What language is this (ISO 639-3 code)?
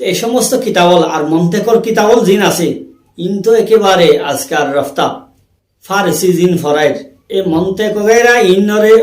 rhg